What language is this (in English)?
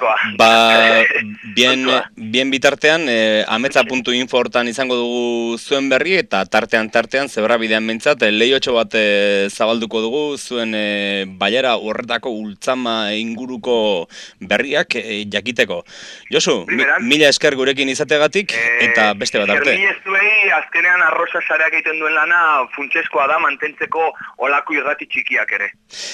Basque